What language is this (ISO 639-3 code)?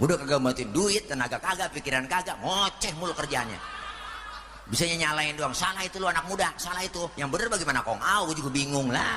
bew